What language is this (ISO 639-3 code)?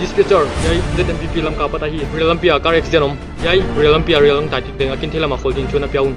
pck